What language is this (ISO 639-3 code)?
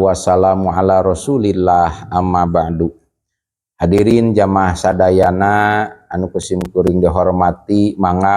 sun